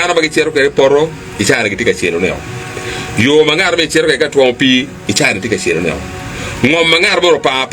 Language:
Acoli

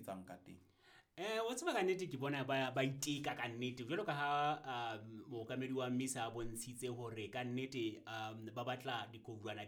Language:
Southern Sotho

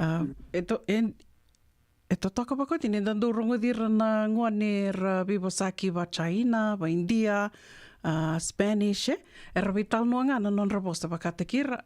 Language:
Fijian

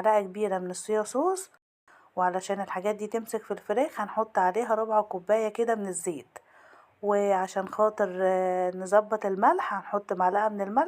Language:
Egyptian Arabic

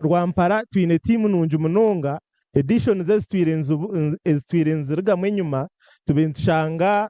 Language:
Nyankole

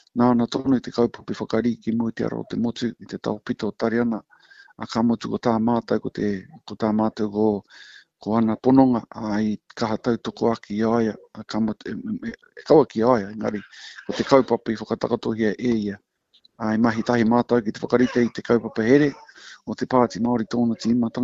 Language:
Māori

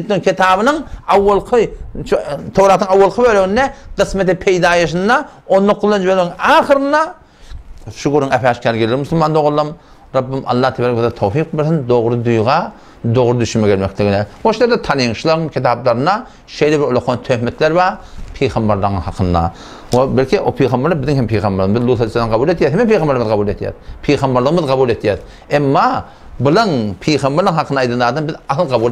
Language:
Turkmen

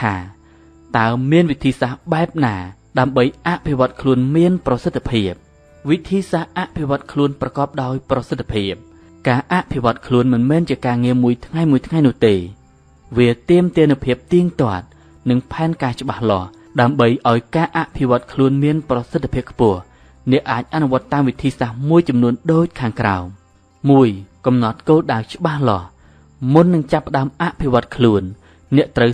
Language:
Khmer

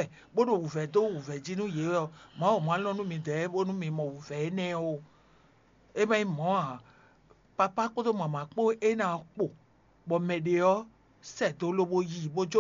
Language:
Fon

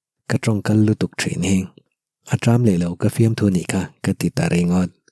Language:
Mizo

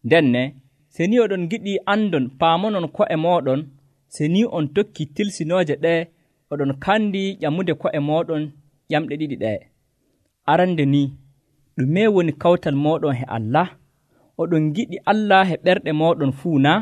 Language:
Nigerian Fulfulde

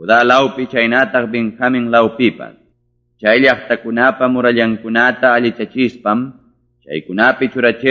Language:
Ayacucho Quechua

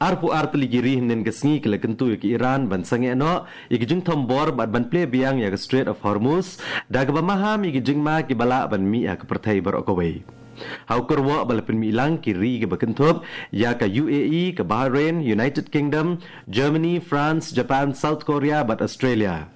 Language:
Khasi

